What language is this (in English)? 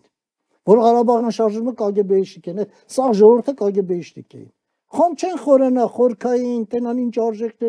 Armenian